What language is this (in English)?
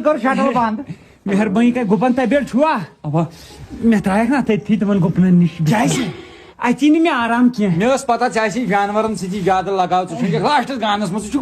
Kashmiri